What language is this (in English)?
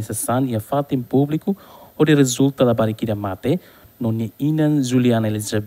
Tetum